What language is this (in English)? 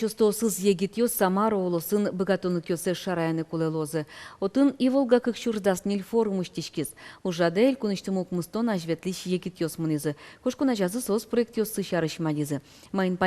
Udmurt